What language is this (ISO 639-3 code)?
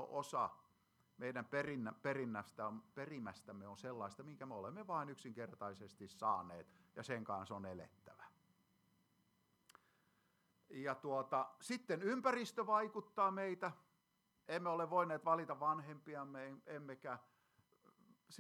fin